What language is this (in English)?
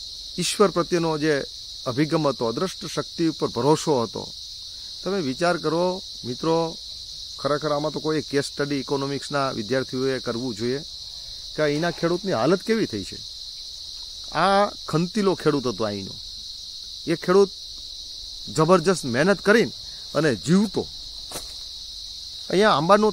Gujarati